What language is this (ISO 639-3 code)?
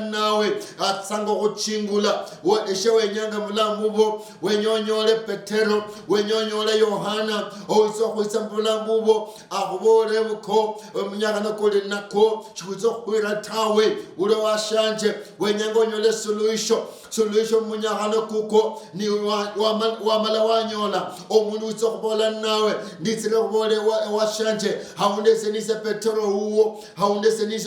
luy